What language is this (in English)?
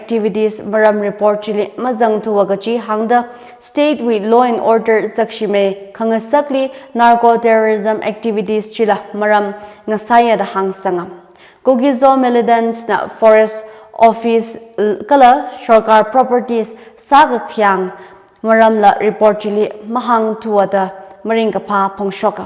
Tangkhul Naga (India)